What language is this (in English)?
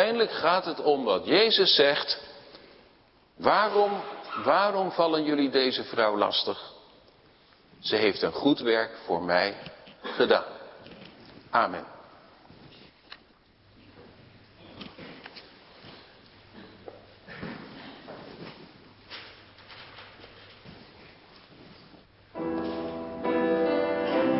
Dutch